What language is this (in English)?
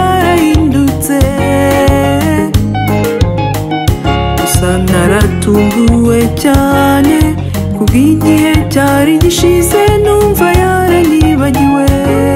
Kinyarwanda